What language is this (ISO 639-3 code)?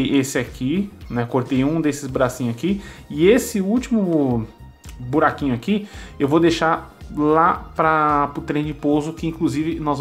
por